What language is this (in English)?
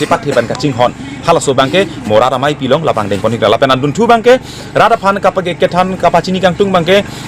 Karbi